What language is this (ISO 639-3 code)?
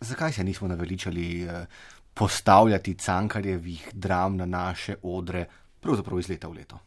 slv